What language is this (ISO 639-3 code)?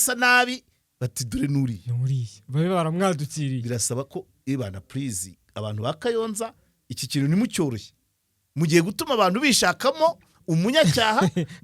kin